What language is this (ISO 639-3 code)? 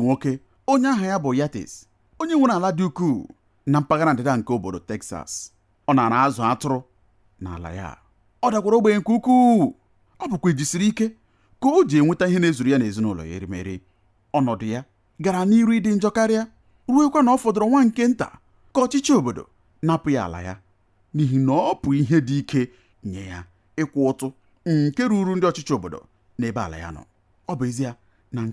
ibo